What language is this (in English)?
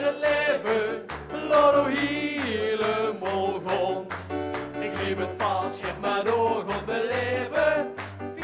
Limburgish